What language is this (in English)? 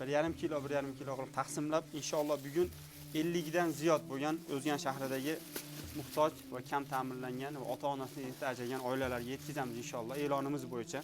Uzbek